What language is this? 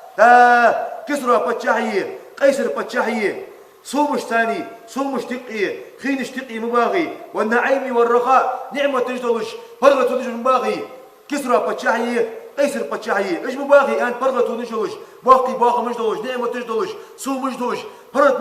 Ingush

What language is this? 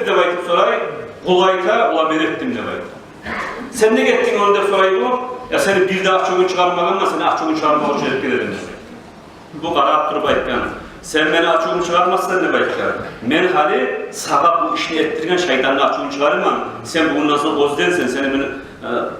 Kumyk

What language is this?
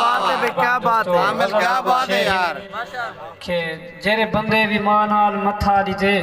Saraiki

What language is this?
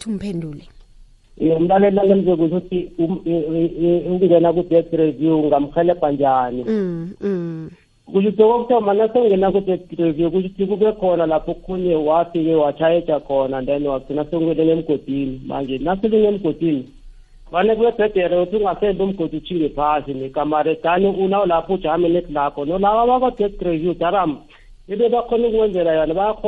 South Ndebele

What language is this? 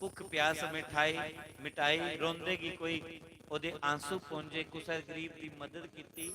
Dogri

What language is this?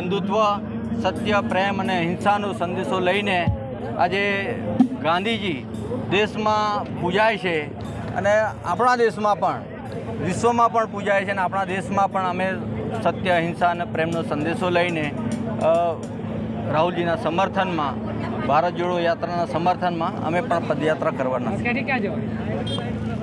Gujarati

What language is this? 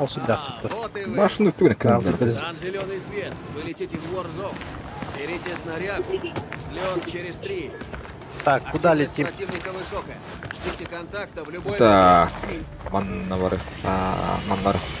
Yakut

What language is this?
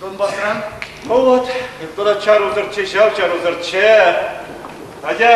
Chuvash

